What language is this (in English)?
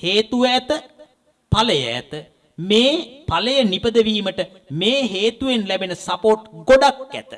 Sinhala